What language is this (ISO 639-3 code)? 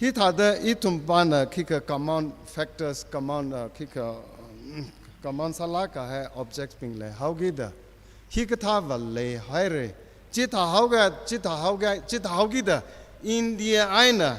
nmf